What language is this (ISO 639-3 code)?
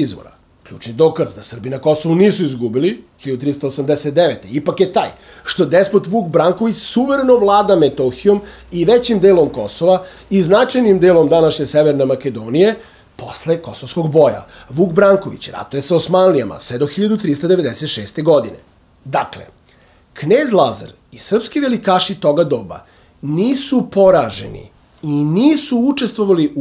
srp